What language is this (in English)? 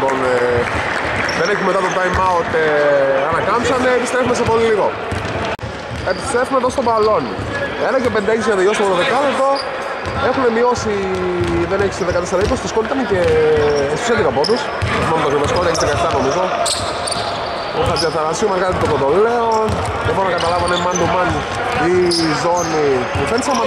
Greek